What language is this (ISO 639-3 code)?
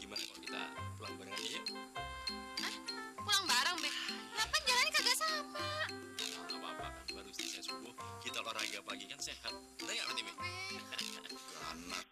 bew